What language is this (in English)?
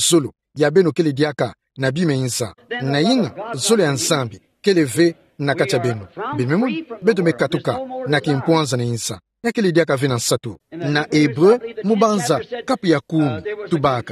Kituba (Democratic Republic of Congo)